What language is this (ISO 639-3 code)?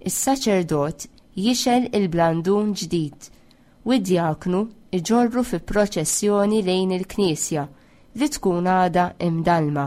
mlt